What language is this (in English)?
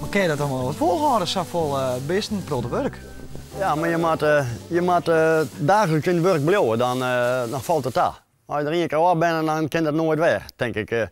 Western Frisian